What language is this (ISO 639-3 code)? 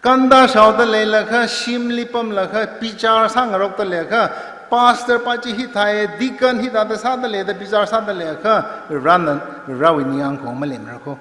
nmf